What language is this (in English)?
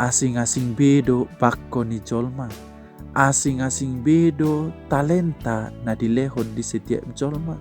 Batak Toba